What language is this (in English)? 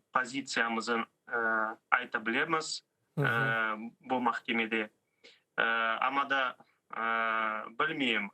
Crimean Tatar